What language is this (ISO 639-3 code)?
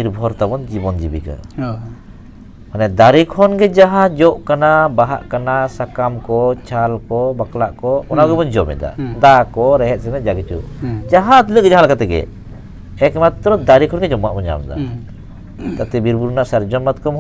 sat